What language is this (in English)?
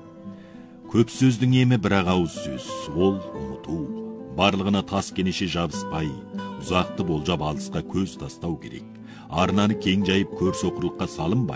Kazakh